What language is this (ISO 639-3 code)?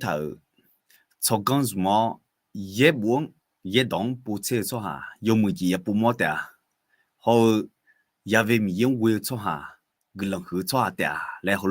ahk